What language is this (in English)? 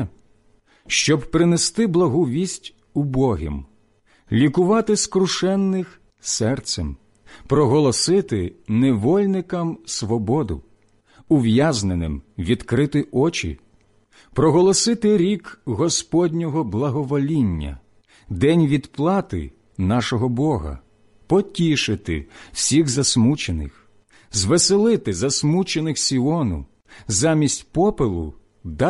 Ukrainian